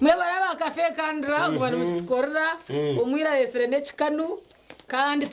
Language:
Nyankole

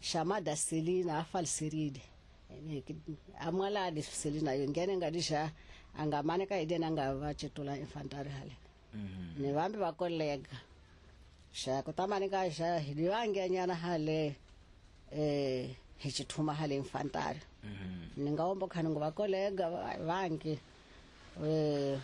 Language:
Tsonga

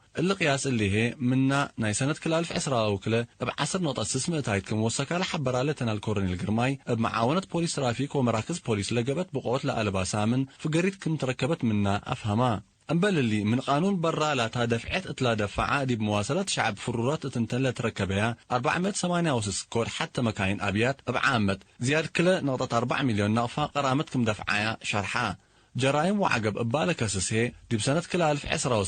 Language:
Tigre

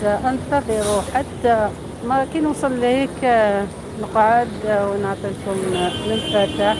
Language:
Algerian Arabic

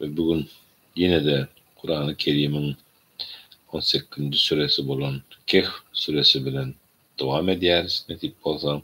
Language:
Turkmen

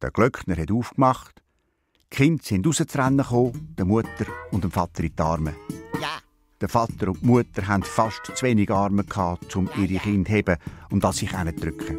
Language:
Swiss German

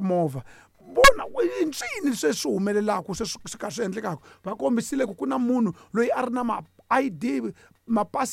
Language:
Tsonga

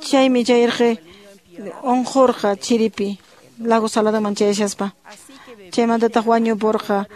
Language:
Quechua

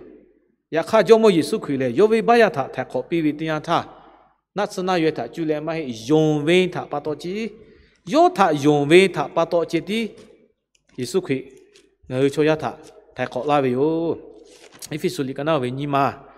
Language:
Lahu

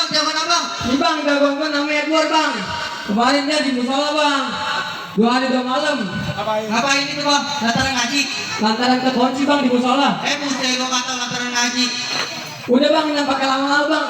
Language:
Betawi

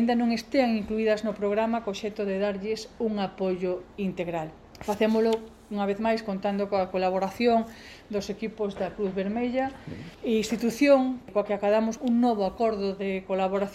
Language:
Galician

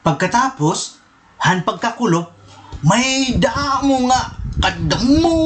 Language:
Waray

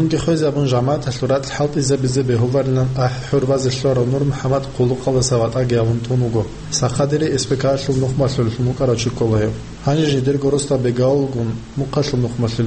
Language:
Avaric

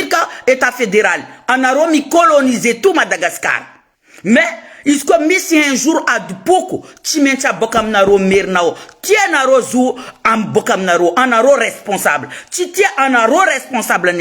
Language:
Malagasy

